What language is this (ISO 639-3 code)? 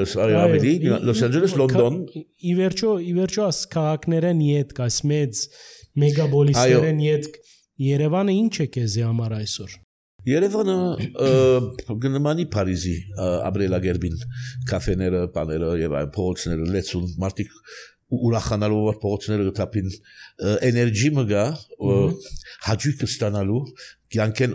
hye